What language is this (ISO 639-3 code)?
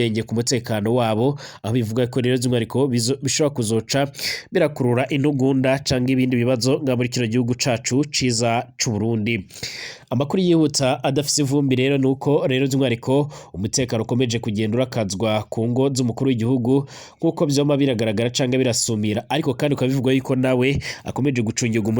run